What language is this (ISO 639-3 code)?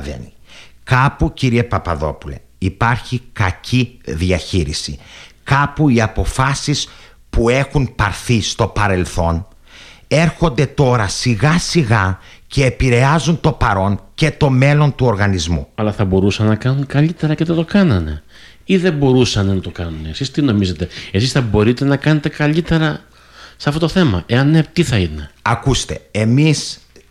ell